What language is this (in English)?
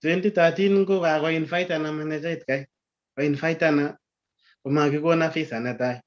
Kalenjin